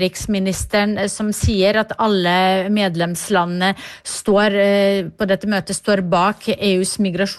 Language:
Norwegian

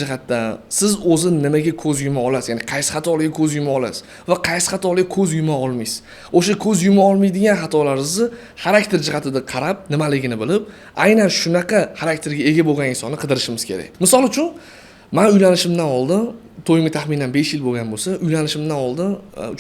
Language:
Uzbek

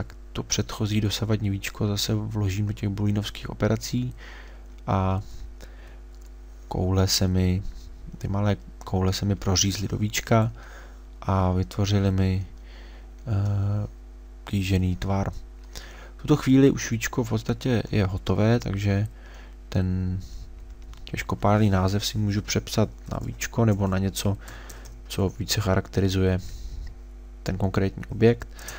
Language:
Czech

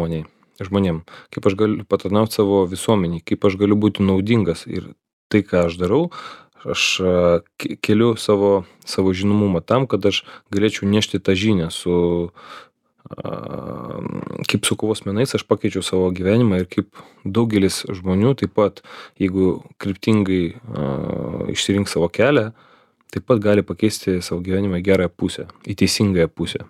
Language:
Lithuanian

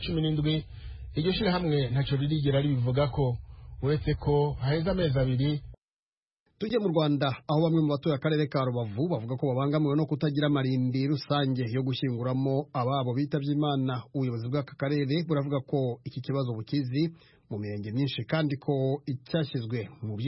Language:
Kinyarwanda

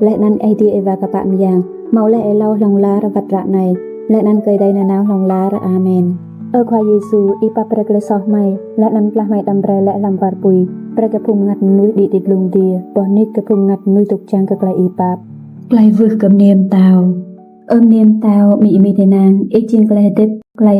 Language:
Rade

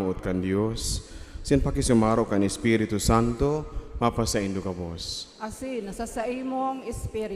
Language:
Bikol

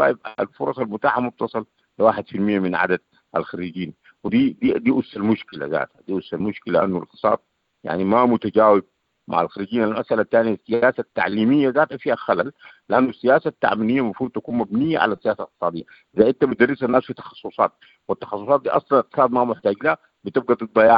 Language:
Sudanese Arabic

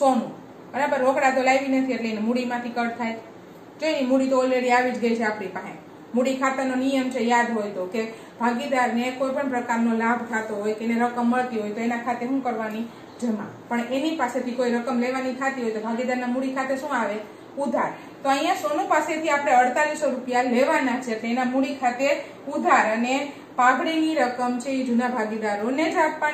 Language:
Gujarati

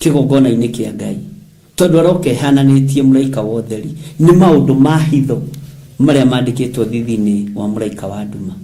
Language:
Kikuyu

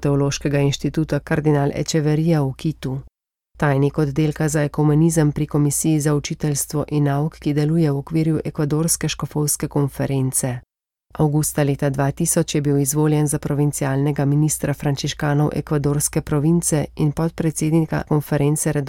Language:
Slovenian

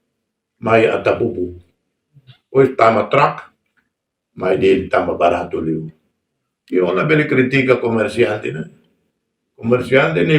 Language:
Tetum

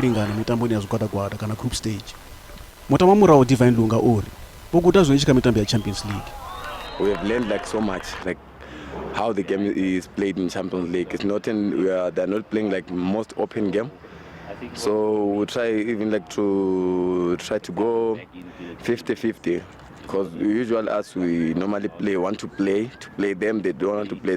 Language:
Venda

